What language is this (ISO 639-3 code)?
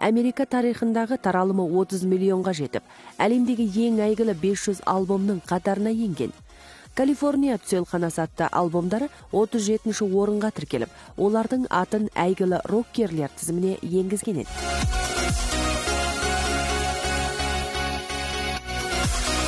kaz